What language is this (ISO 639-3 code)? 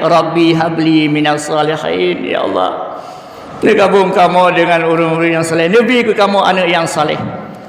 ace